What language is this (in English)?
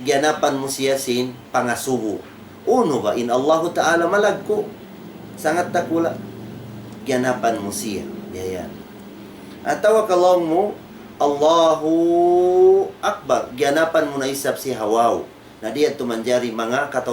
Tausug